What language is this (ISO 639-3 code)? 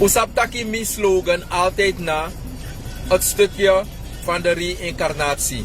srn